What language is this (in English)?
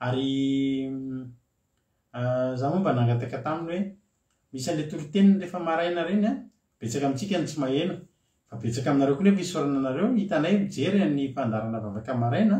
Malagasy